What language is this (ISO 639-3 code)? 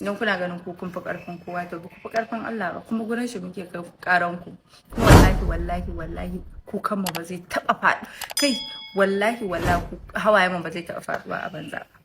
hau